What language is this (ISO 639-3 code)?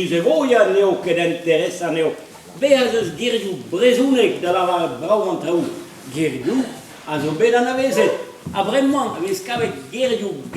bre